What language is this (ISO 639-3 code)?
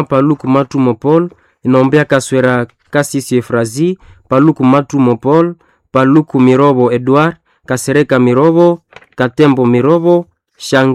swa